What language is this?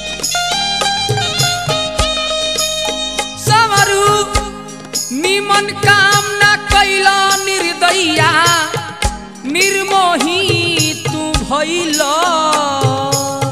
Bhojpuri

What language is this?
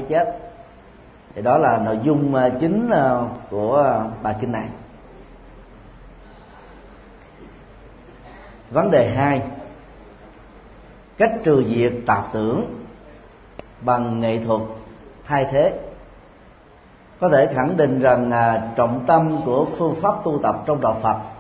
Vietnamese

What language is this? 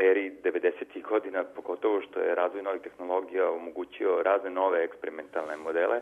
Serbian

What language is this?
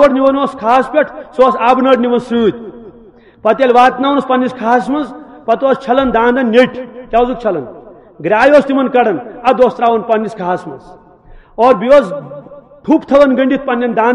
Kashmiri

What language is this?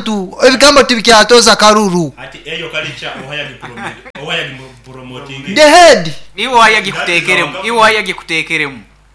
Nyoro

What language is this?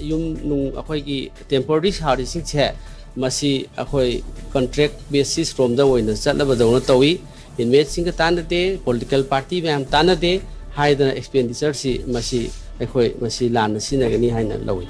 Manipuri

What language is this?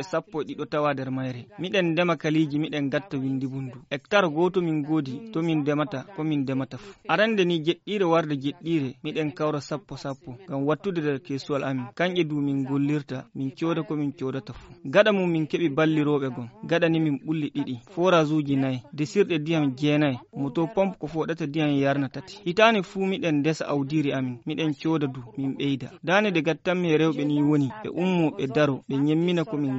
Fula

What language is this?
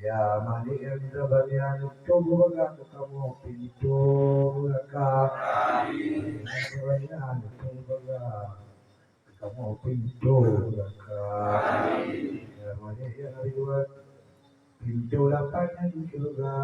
Achinese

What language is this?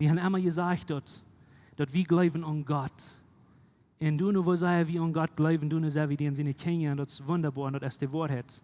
Plautdietsch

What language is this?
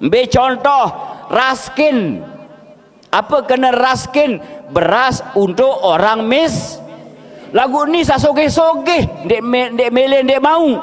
Sasak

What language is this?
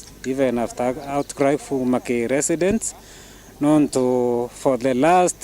Meru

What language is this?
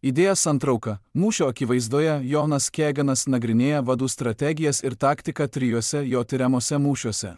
Lithuanian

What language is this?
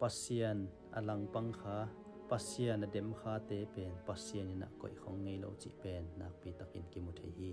Tedim Chin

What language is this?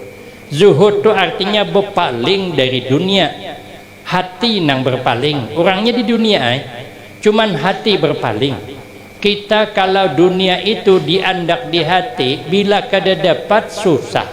Banjar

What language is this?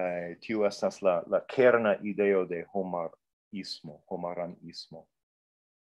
Esperanto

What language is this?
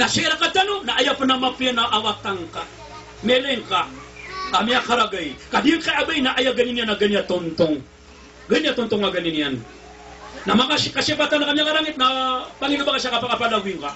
Maranao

